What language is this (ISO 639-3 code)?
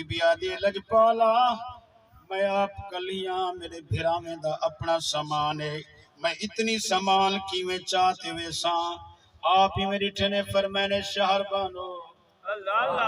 skr